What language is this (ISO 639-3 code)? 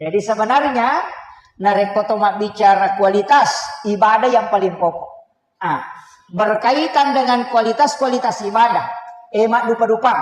bug